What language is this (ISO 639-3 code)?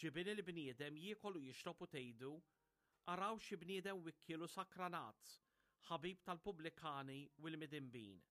mlt